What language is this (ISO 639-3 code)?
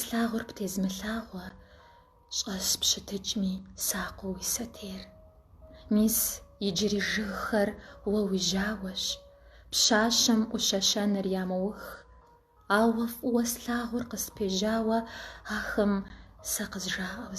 kbd